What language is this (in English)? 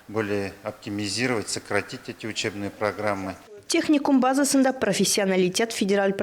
Tatar